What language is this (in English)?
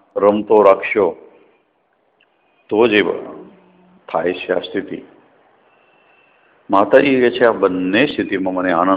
Gujarati